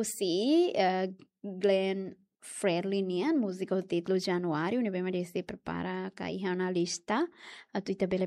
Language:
Tetum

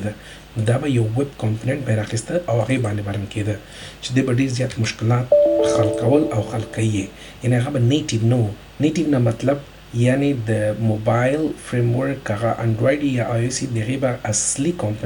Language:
Pashto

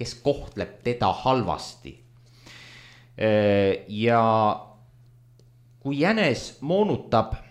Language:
Estonian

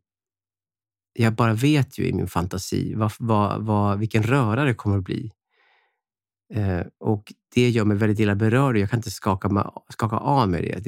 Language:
Swedish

